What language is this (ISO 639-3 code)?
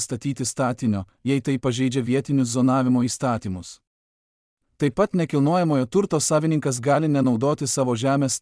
lit